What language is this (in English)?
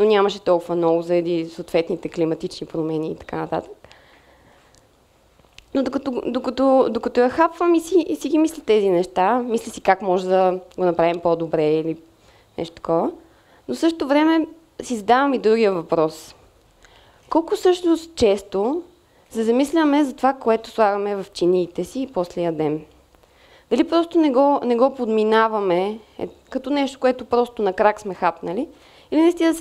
Bulgarian